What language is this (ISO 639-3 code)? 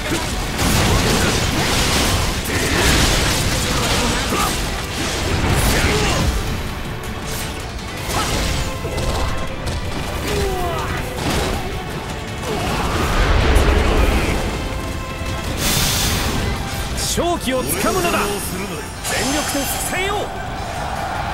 jpn